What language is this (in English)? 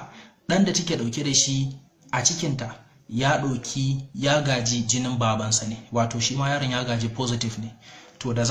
Hausa